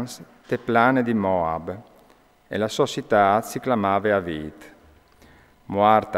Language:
Friulian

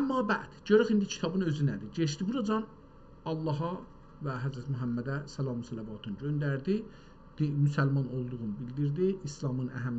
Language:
South Azerbaijani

